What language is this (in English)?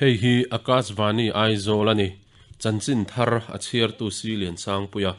Mizo